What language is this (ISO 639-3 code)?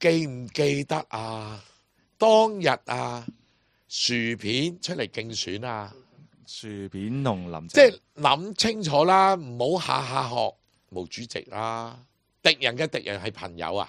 yue